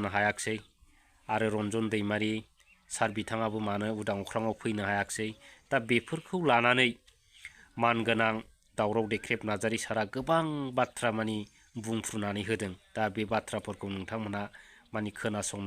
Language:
Bodo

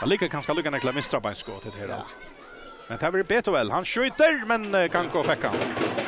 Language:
Faroese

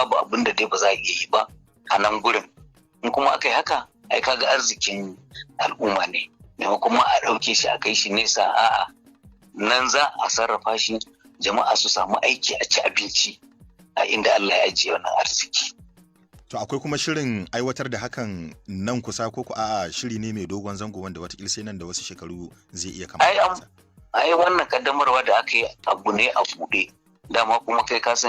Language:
Hausa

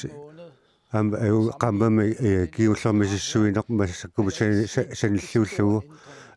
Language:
Kalaallisut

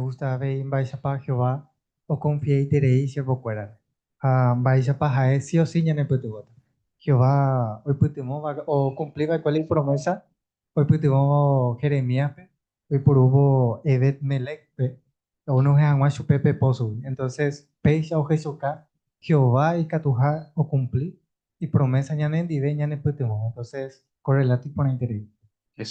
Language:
Guarani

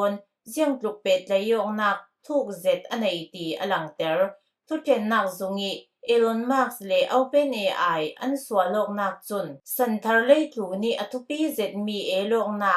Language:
Falam Chin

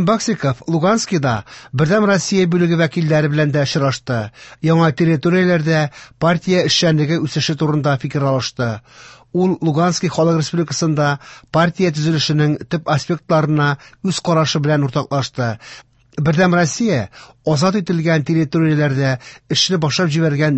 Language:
Tatar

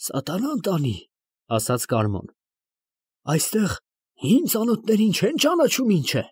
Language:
Armenian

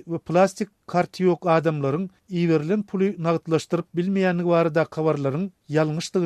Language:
Turkmen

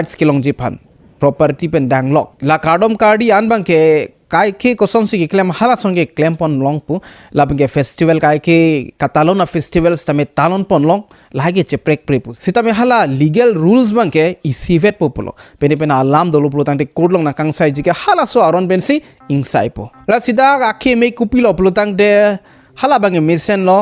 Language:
Karbi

